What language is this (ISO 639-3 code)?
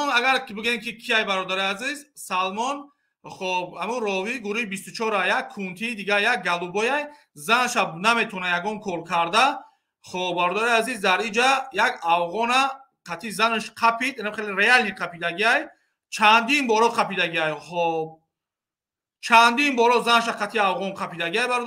tgk